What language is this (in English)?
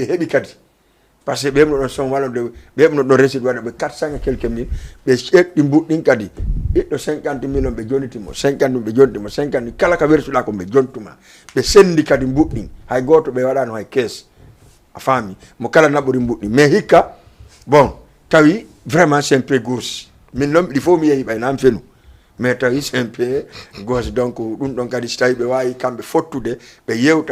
Fula